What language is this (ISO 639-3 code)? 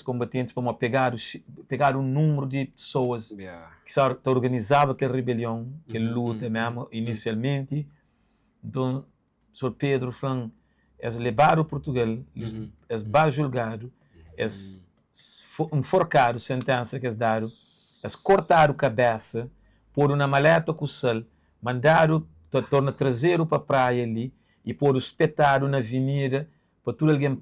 kea